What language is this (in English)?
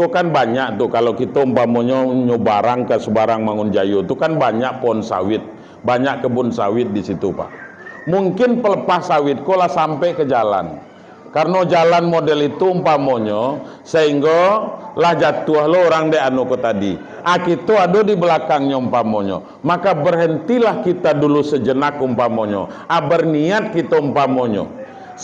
Minangkabau